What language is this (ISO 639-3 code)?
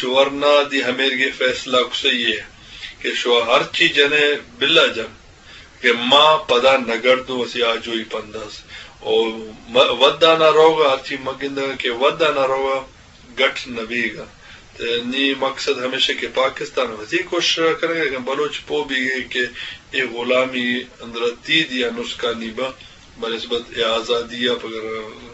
bgp